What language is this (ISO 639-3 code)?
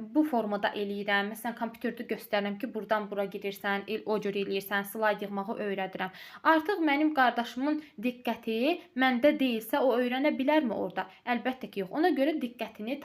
aze